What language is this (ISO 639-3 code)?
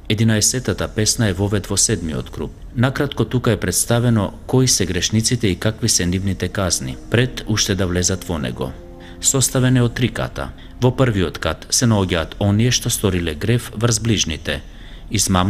mkd